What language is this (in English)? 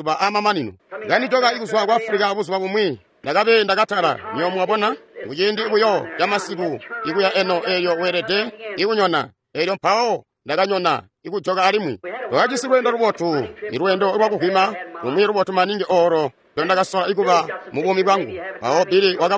Tonga (Zambia)